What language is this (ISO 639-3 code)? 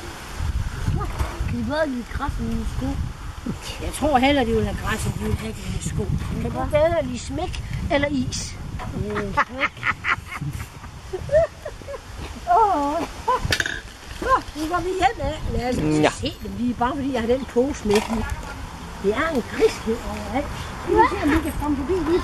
dan